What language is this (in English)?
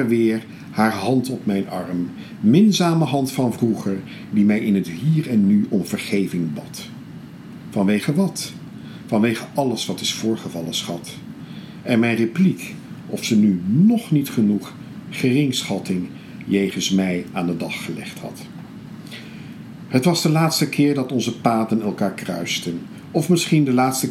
Dutch